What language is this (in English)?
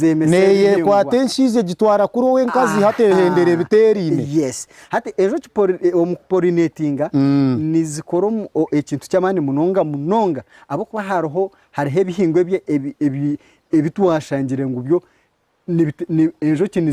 Nyankole